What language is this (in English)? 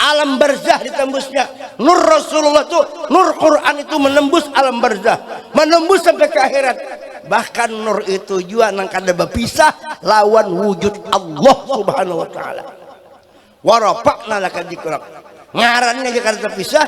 Banjar